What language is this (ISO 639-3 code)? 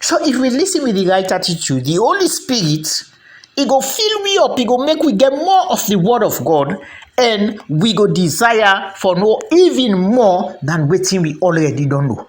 kri